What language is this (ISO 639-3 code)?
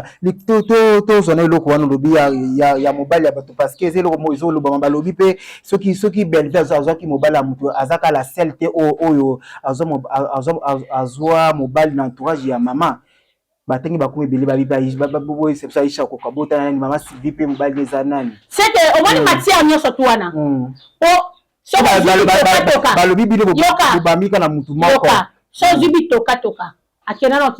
lin